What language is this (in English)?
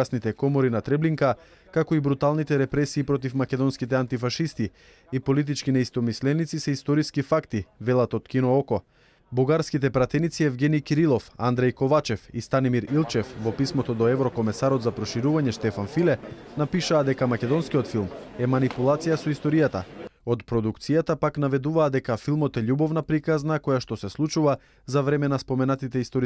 Macedonian